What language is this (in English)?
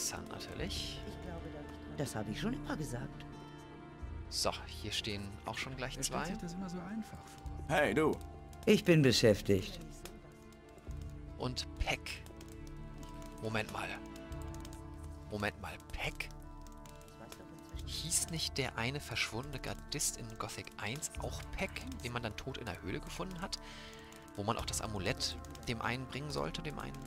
German